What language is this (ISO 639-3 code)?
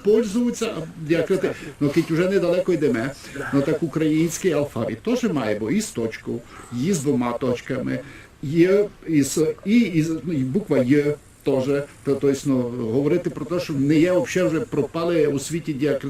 rue